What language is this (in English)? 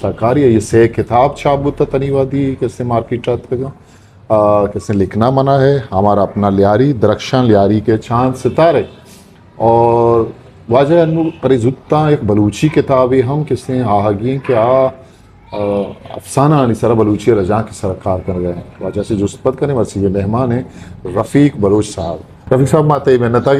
Eastern Balochi